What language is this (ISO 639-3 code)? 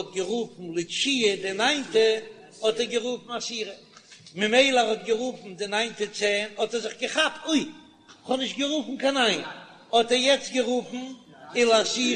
yid